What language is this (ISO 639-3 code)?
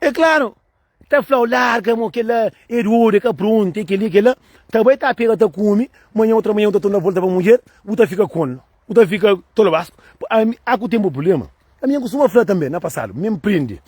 kea